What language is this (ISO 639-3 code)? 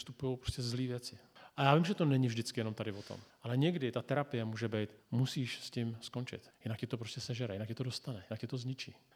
ces